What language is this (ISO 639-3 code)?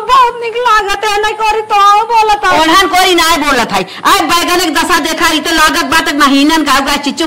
awa